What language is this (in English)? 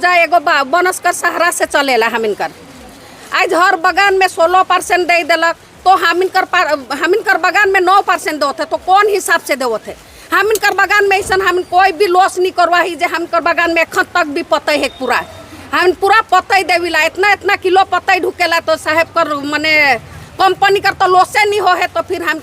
Sadri